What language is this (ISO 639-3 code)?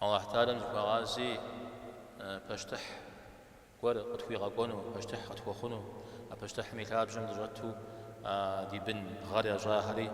kbd